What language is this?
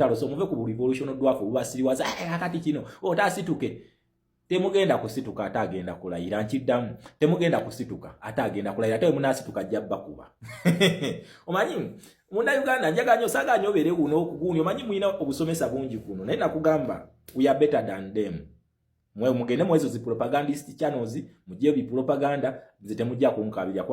Ganda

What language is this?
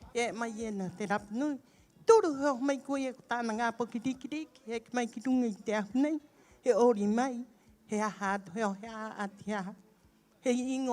Rapanui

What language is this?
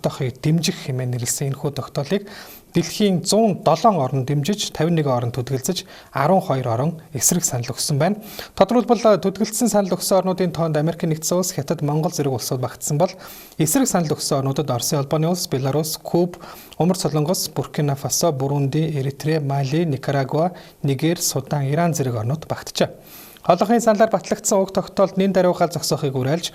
Mongolian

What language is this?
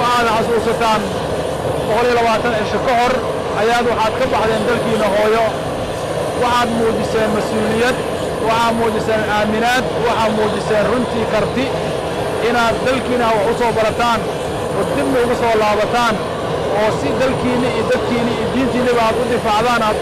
Somali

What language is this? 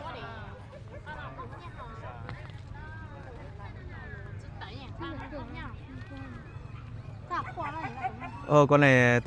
Vietnamese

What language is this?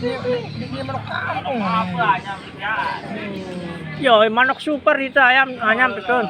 Sasak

